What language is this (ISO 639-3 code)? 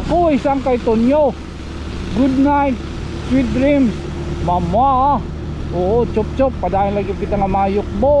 war